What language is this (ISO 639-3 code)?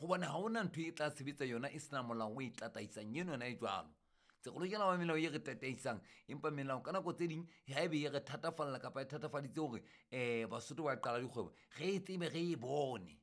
sot